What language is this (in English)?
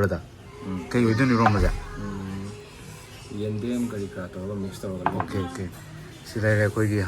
Manipuri